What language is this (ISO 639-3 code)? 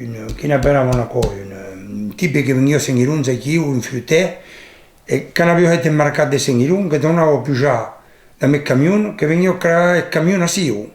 oci